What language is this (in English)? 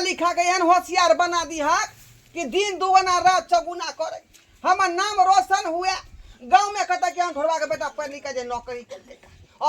Maithili